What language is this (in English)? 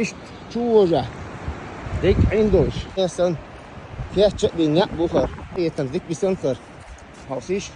Chechen